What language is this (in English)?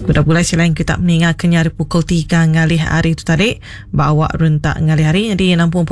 Iban